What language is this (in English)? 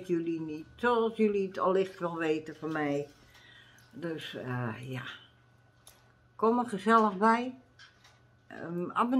Dutch